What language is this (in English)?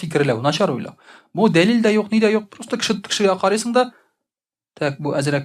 Tatar